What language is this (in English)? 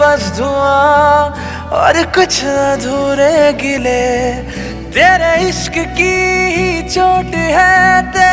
Hindi